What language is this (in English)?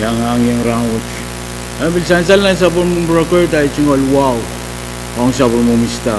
Pohnpeian